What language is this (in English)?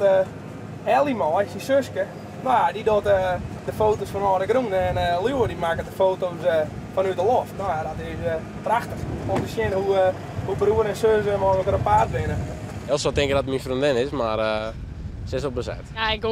Western Frisian